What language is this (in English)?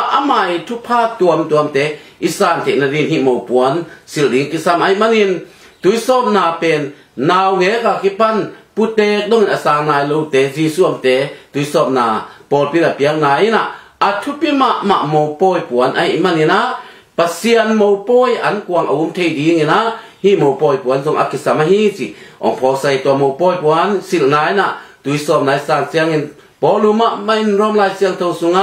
Tedim Chin